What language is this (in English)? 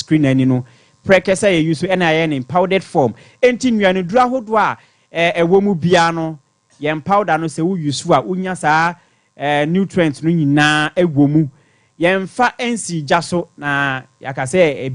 Akan